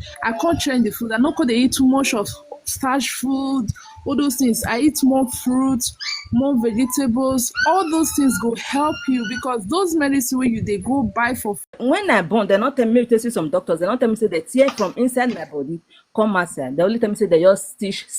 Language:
Nigerian Pidgin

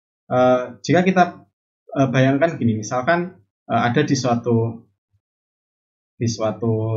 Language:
Indonesian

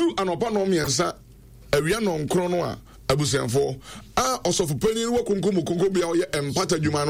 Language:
Akan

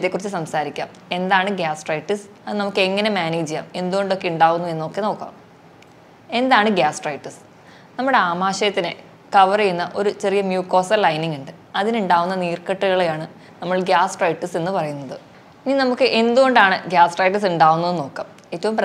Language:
Malayalam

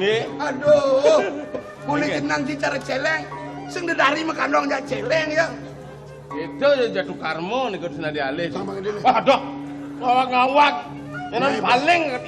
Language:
Balinese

